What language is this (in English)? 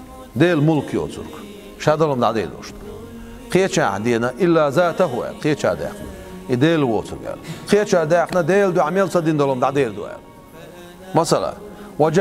Chechen